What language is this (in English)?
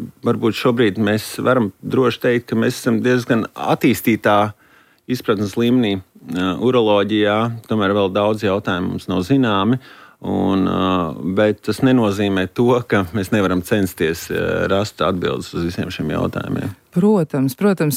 Latvian